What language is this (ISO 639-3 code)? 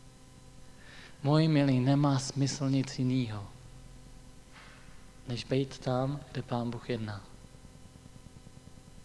ces